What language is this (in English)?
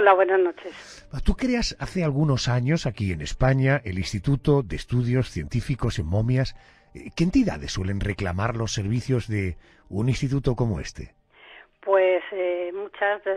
Spanish